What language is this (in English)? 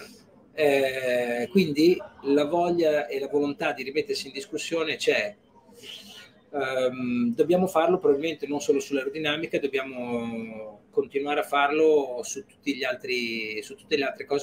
Italian